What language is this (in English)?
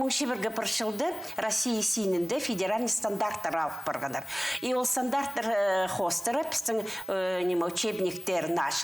Khakas